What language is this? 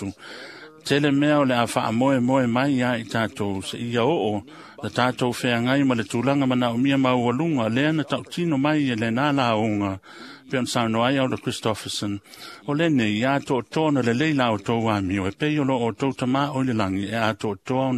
Samoan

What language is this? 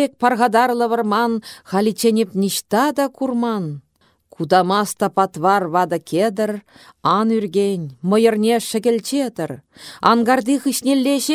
Chuvash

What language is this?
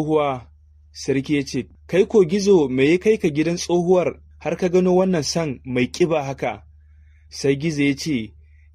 Hausa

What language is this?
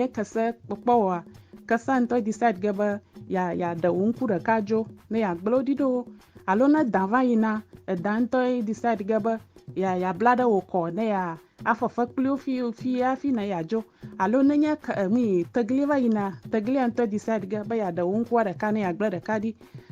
Ewe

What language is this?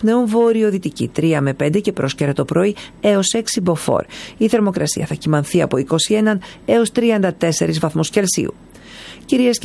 Greek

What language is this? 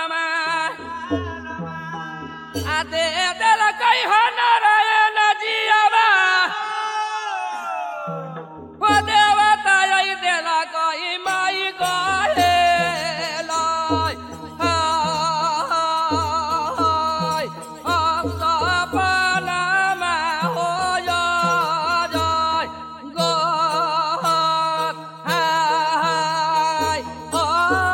Bhojpuri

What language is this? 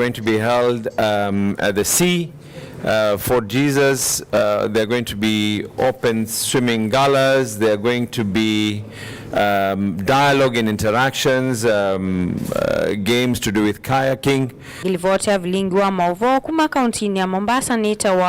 Kamba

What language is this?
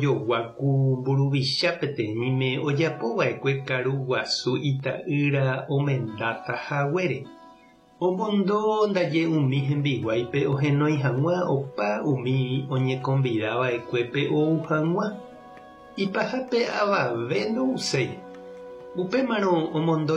Guarani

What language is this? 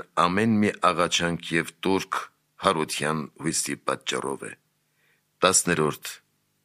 Armenian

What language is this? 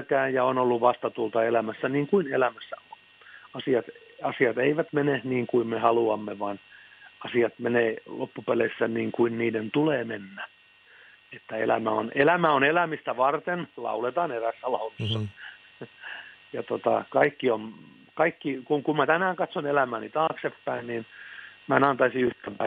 Finnish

